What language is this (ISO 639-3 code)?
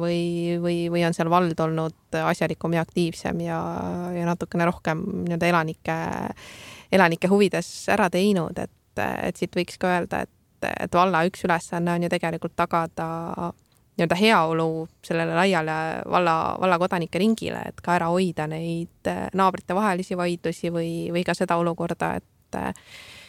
est